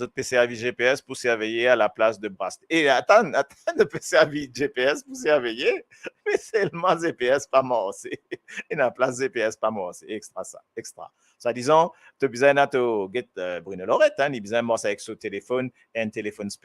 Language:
Morisyen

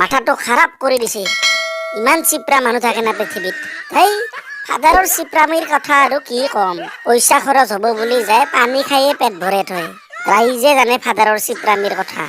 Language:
Assamese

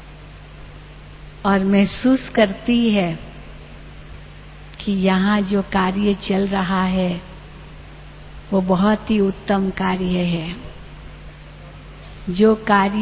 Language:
Hindi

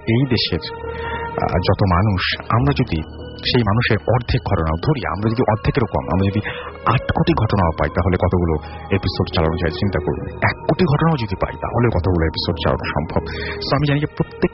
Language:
Bangla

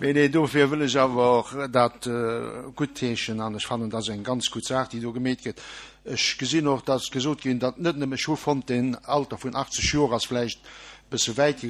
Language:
Luxembourgish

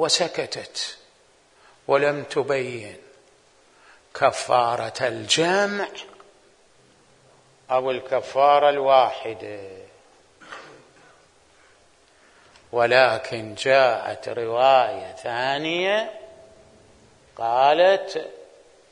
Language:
Arabic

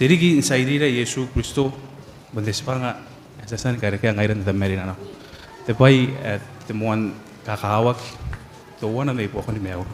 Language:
Gilbertese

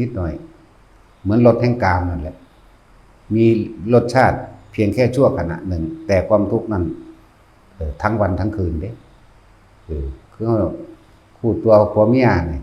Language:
Northeastern Thai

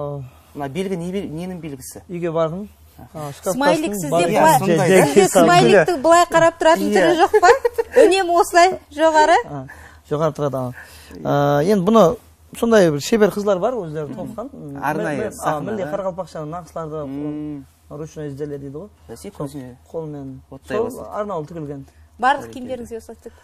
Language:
Kara-Kalpak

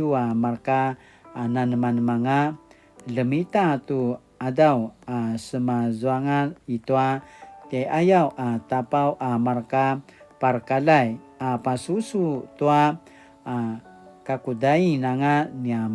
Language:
Paiwan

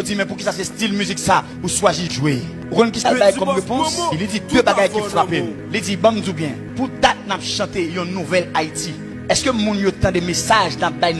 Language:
Haitian Creole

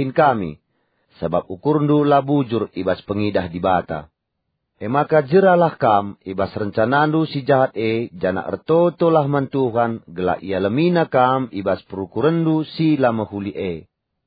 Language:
Batak Karo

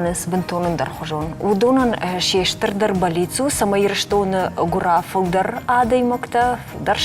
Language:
Ossetic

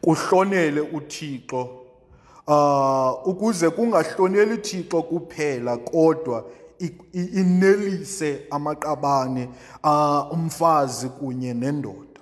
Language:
Xhosa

